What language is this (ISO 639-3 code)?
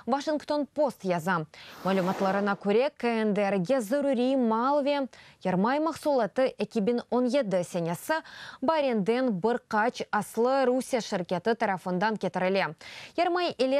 crh